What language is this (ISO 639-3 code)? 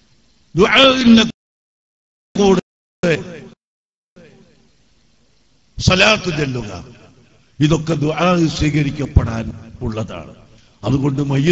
mal